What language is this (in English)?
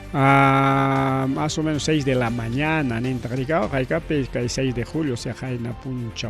Ayacucho Quechua